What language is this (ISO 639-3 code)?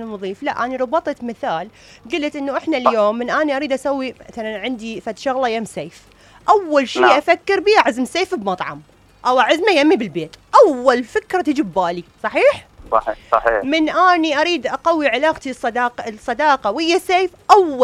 acm